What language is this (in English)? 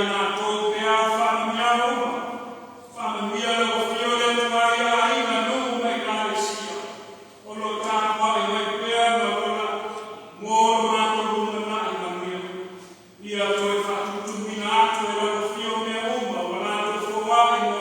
Samoan